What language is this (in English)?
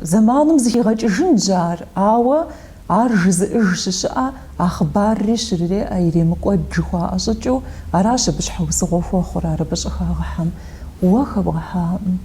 Kabardian